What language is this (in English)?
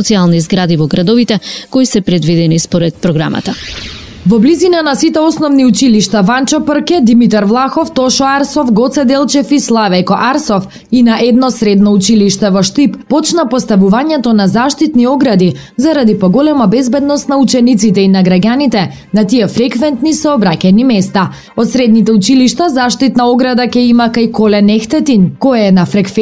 Macedonian